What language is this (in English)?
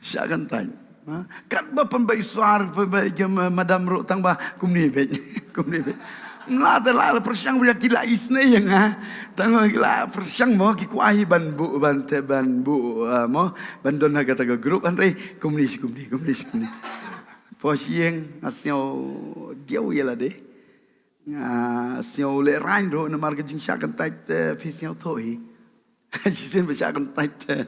Khasi